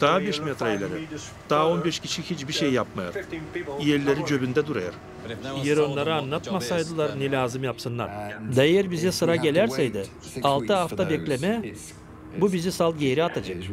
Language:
Gagauz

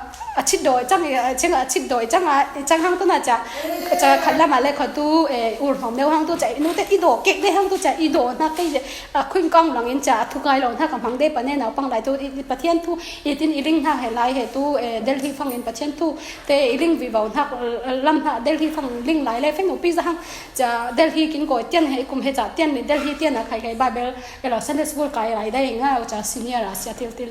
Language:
Falam Chin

